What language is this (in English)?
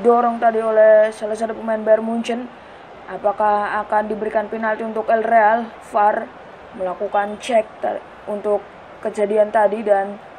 Indonesian